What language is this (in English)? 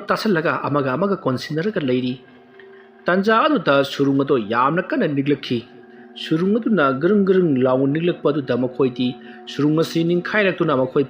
Manipuri